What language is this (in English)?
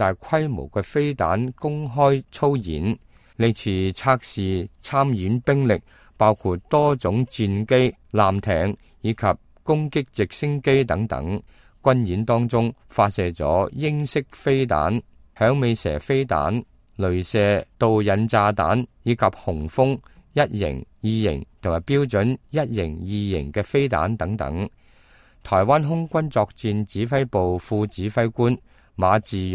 Cantonese